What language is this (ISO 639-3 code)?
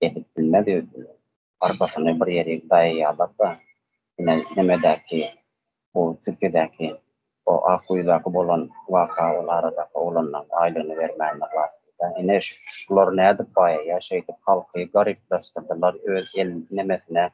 tuk